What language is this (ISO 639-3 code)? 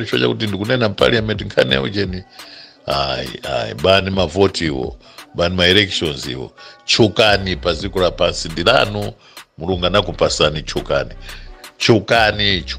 nya